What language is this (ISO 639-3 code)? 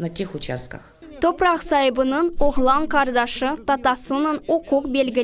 crh